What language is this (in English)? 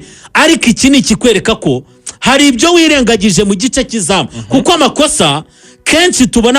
Kinyarwanda